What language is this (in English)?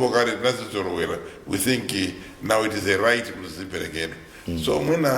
Nyanja